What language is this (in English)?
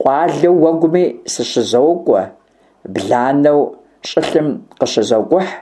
Kabardian